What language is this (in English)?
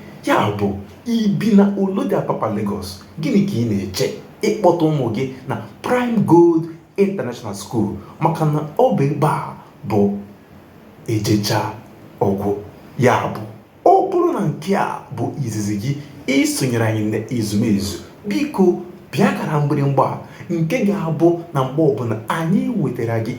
Igbo